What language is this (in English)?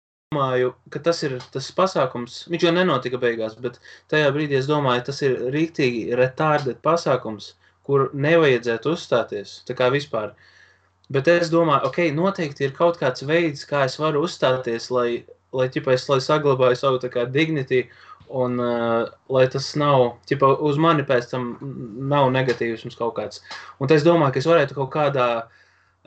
Latvian